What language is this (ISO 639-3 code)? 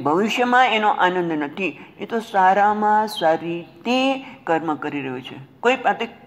guj